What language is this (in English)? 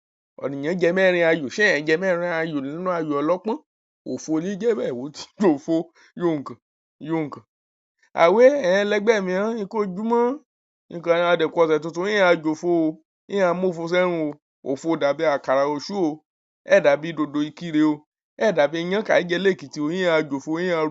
Yoruba